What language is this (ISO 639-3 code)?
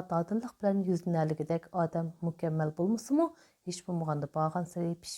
uig